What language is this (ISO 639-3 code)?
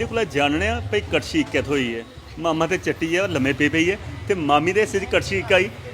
doi